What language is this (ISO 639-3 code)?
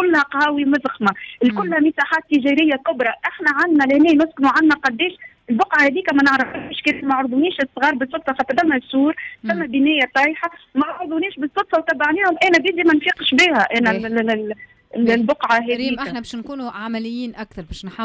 aeb